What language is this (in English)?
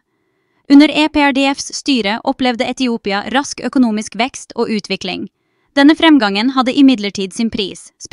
Norwegian Bokmål